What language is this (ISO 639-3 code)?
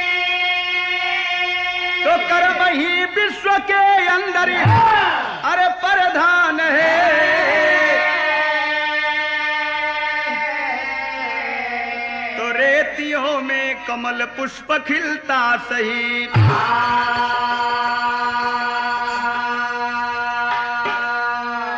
bho